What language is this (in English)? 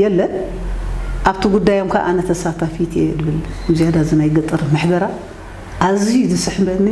Tigrinya